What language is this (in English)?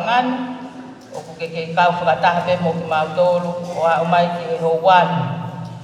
Tongan